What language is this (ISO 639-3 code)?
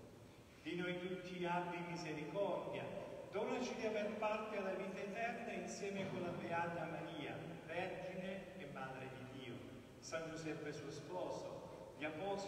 ita